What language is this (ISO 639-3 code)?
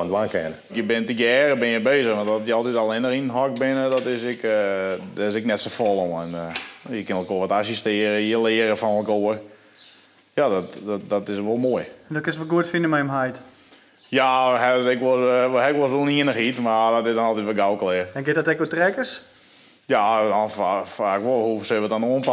fry